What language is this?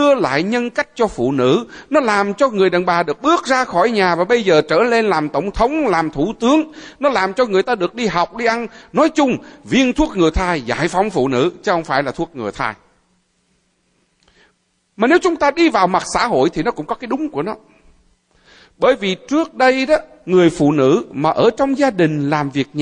Vietnamese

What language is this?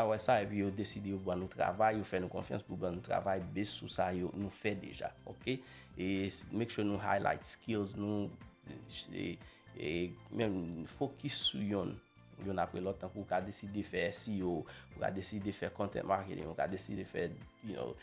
Haitian Creole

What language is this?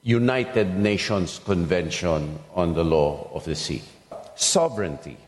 Bikol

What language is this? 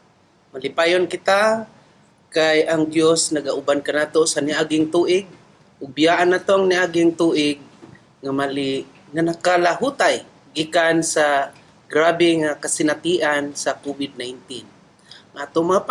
Cebuano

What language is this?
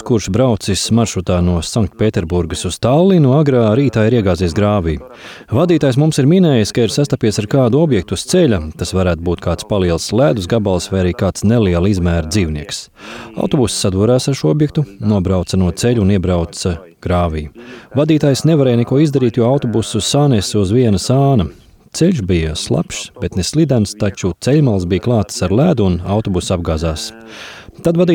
Latvian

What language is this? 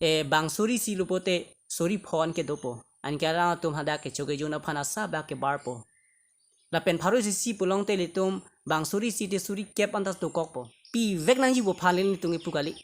Karbi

